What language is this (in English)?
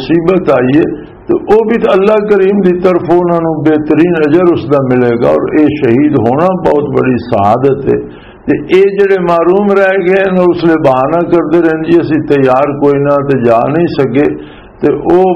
Western Panjabi